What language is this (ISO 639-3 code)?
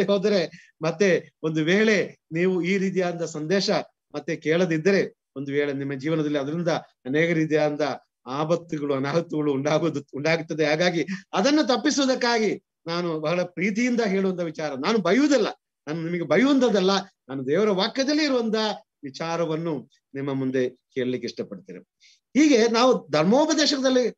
kan